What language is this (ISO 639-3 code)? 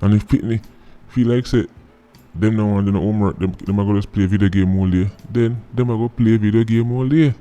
jam